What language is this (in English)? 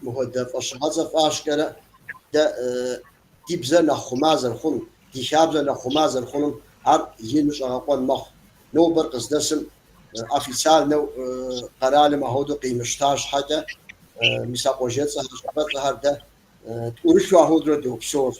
Kabardian